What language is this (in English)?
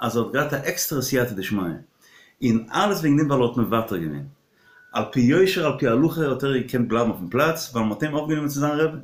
Yiddish